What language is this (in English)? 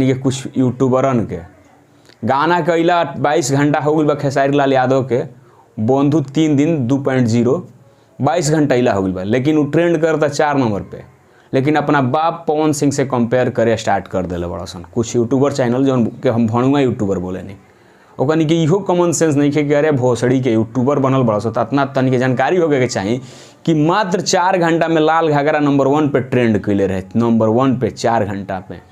Bhojpuri